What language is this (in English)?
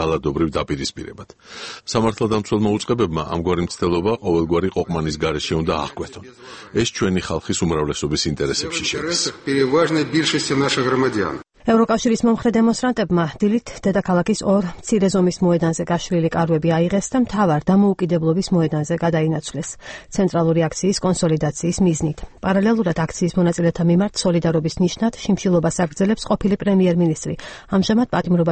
Georgian